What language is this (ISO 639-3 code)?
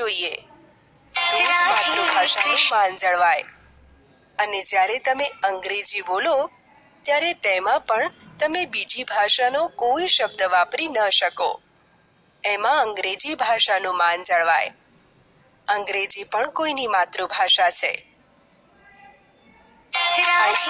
guj